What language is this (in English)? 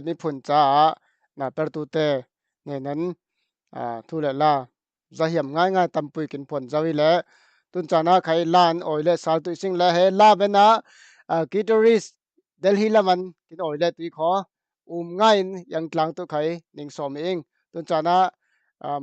Falam Chin